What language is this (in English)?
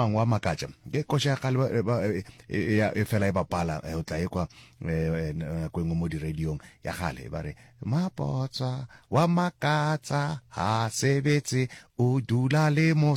Northern Sotho